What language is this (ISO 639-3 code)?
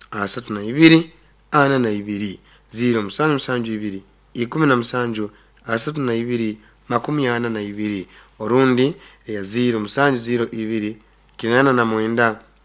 nyo